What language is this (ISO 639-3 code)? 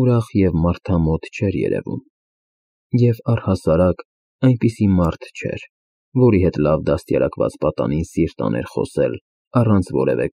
hye